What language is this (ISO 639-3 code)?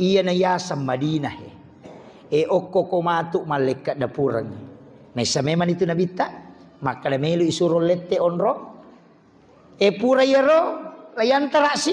bug